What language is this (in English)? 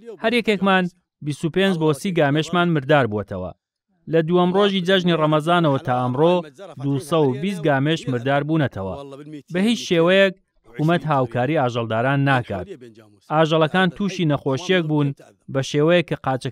Central Kurdish